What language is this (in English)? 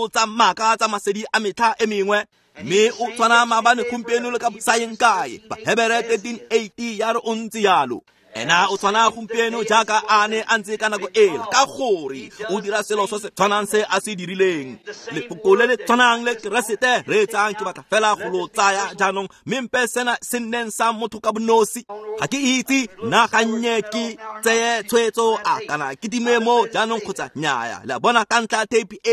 Tswana